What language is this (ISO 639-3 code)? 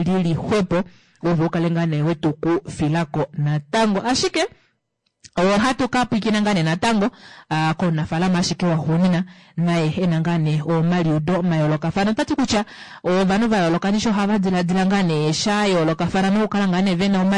kua